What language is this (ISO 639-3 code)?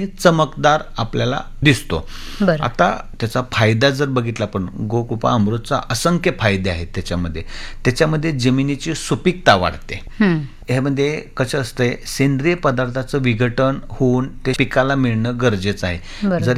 mar